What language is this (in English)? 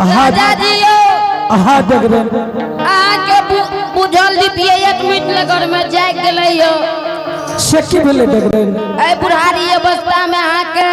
Angika